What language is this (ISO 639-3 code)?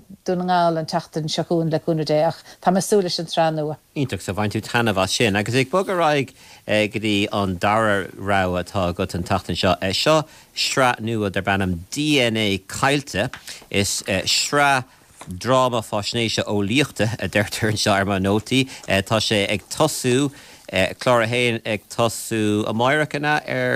gle